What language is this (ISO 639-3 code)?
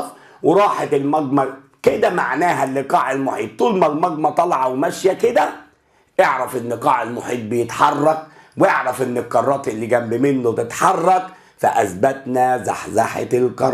arz